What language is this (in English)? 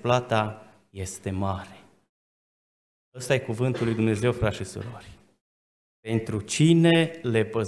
Romanian